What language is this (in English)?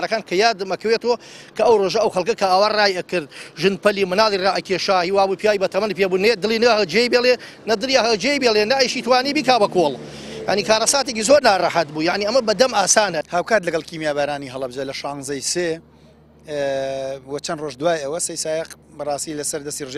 Central Kurdish